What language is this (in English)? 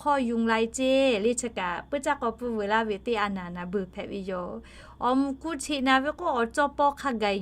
Lahu